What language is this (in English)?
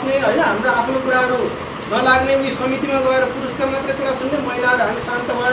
Nepali